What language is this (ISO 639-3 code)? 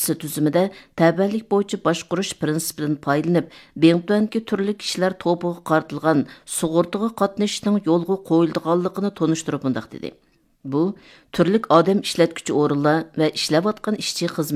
uig